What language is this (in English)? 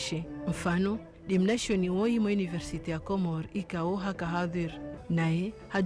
Ngazidja Comorian